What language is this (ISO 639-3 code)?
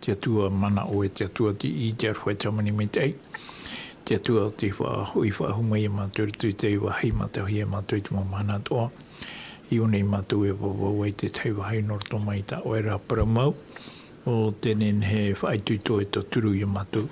tah